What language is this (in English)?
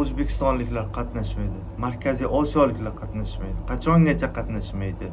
Uzbek